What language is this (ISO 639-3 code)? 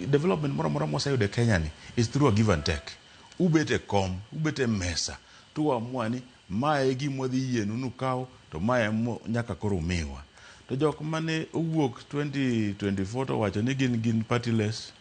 luo